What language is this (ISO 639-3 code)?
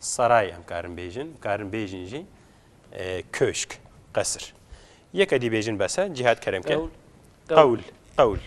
kur